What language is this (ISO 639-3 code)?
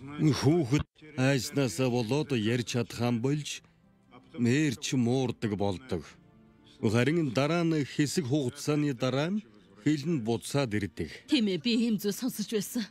mon